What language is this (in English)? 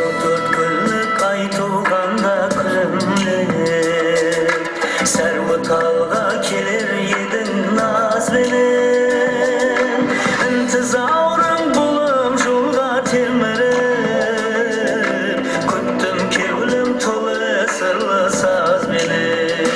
Kara-Kalpak